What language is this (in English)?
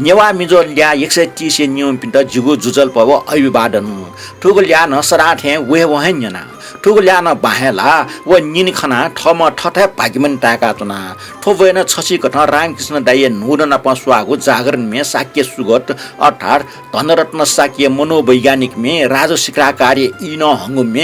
Newari